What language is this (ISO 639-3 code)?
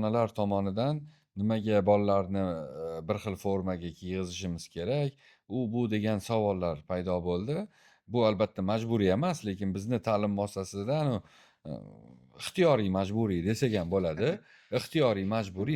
uzb